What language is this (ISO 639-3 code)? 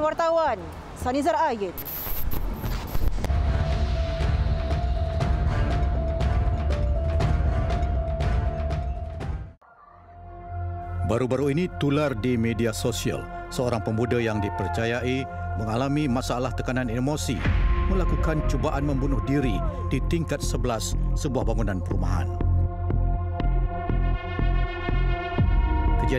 msa